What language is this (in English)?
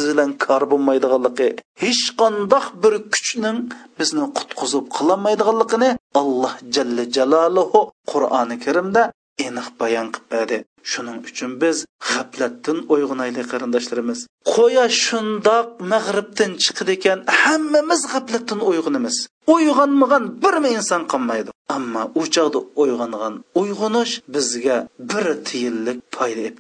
Uyghur